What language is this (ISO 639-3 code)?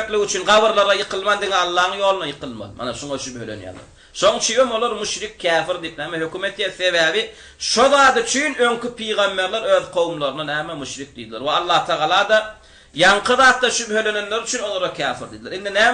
tuk